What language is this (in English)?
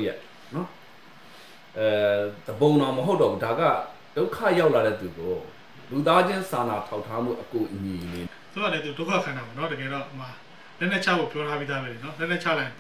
Burmese